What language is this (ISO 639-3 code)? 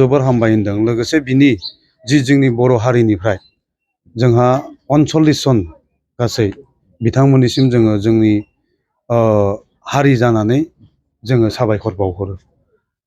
brx